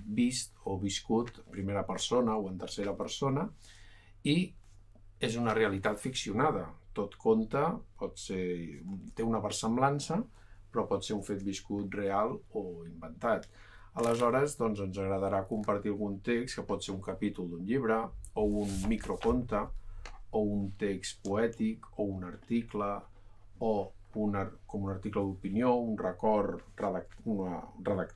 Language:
Catalan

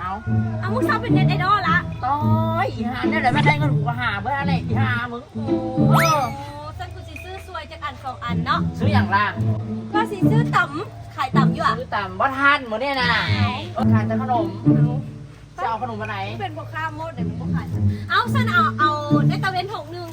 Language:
Lao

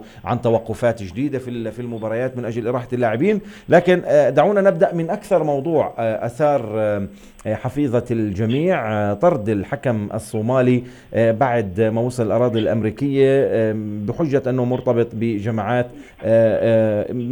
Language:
North Levantine Arabic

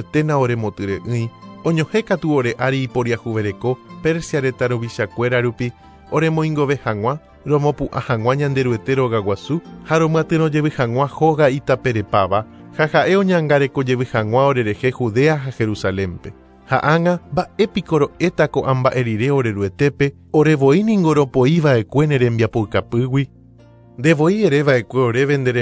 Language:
Guarani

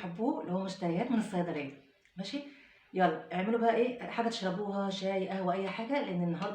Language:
Egyptian Arabic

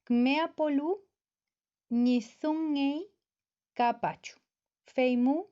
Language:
Mapuche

